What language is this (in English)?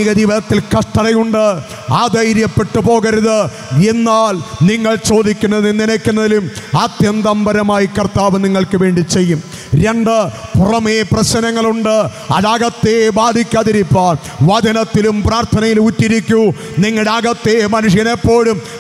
Malayalam